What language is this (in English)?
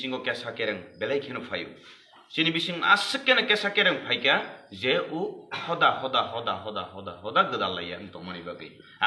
Kok Borok